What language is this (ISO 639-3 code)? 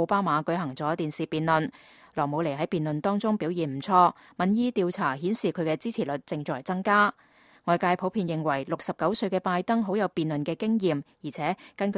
yue